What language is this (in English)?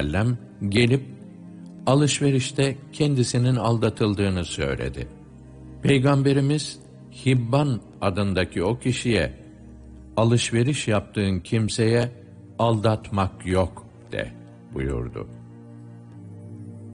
Turkish